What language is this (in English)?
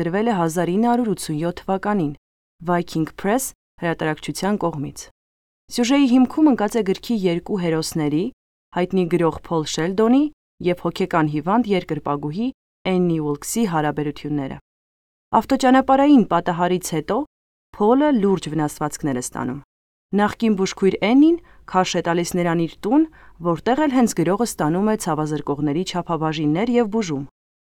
Armenian